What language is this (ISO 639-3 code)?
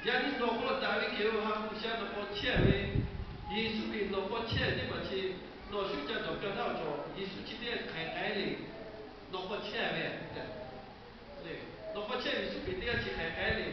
lhu